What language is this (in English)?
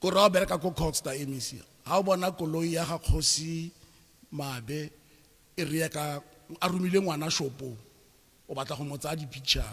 Tswana